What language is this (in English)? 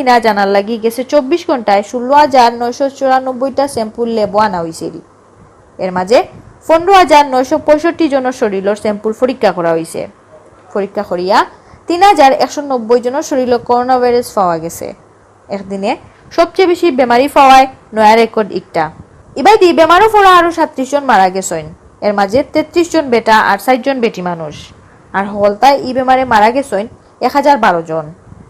Sylheti